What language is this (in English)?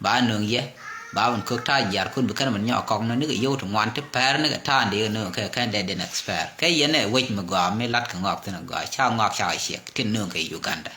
Nuer